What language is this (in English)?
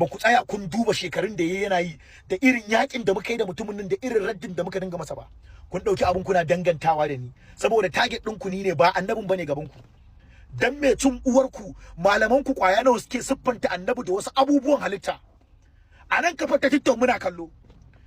Hausa